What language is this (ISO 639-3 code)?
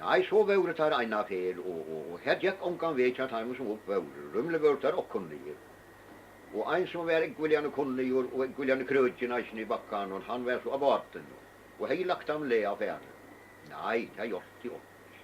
fao